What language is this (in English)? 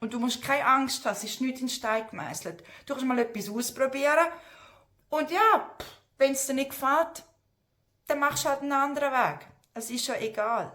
Swiss German